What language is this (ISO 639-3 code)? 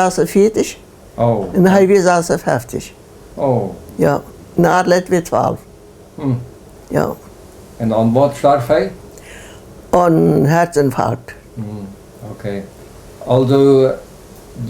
pdt